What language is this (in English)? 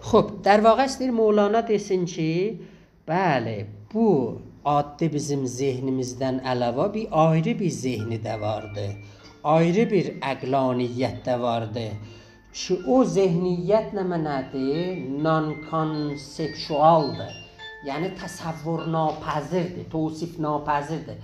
South Azerbaijani